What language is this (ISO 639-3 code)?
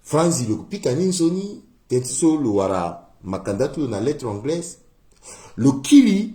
sag